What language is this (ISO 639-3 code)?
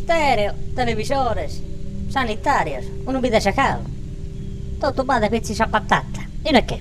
srd